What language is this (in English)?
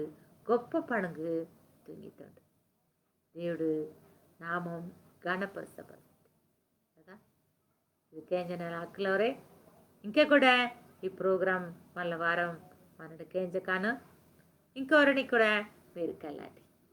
Koya